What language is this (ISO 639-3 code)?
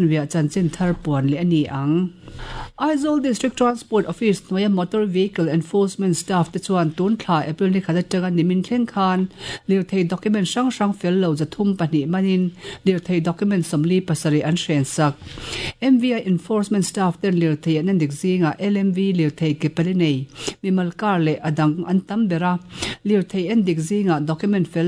lus